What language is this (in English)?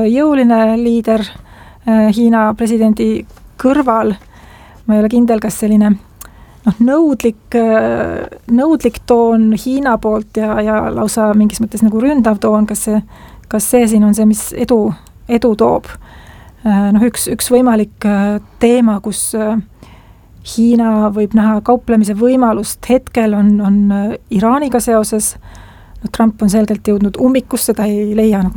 Estonian